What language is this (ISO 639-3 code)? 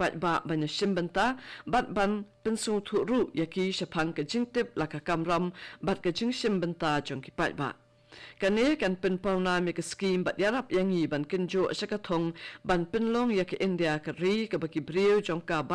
kha